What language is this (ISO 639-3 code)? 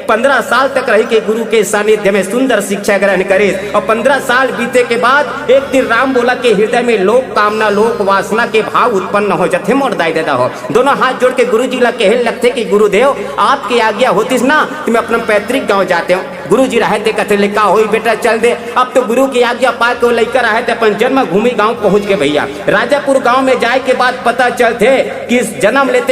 hne